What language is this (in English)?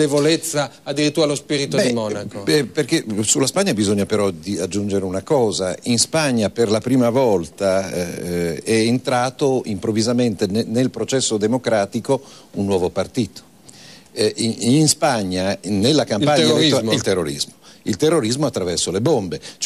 Italian